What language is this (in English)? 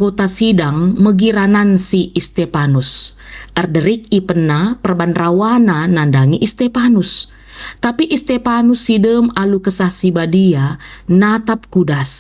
Batak Karo